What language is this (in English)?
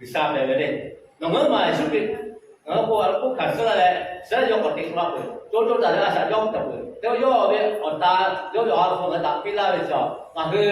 Lahu